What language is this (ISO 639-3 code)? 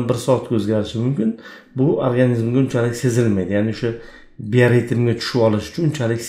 uzb